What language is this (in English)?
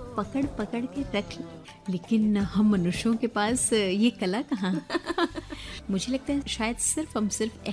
Hindi